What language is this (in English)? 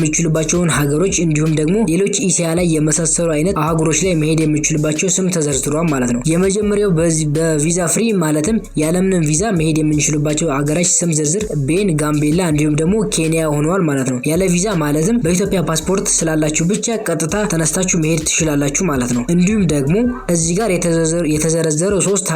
Amharic